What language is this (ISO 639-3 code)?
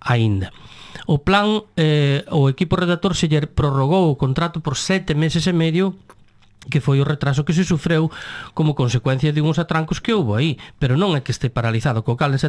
glg